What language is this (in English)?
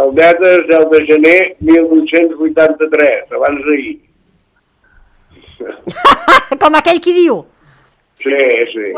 Catalan